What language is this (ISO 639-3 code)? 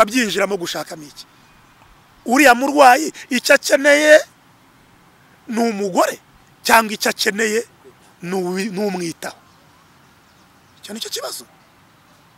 kin